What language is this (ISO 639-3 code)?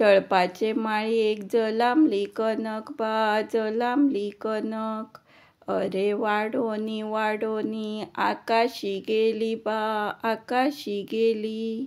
kok